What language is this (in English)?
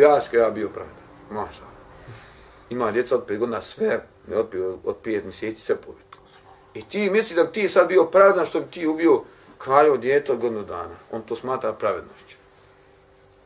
Bosnian